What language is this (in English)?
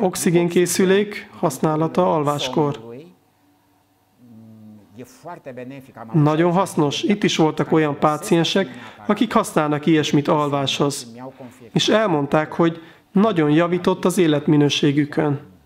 Hungarian